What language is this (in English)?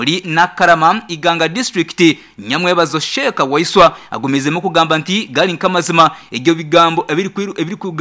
Nyankole